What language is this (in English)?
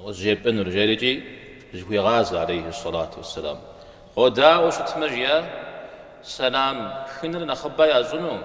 Kabardian